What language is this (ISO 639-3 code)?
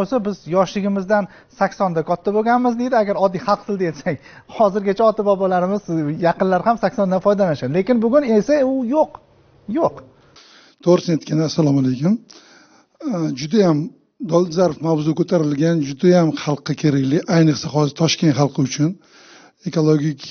uzb